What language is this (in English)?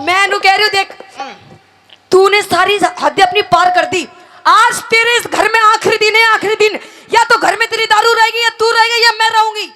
Haryanvi